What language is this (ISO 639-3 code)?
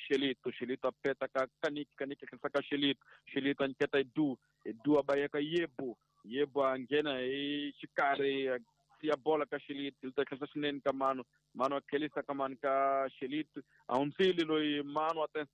tso